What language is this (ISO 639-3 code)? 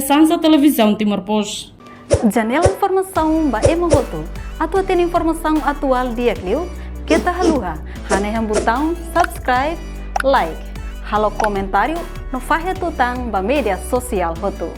tet